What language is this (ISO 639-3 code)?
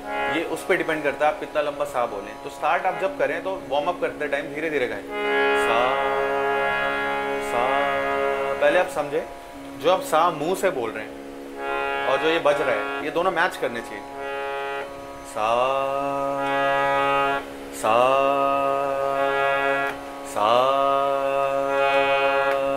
hin